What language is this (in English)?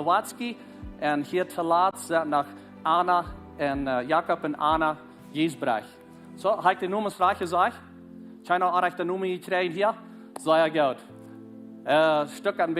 Plautdietsch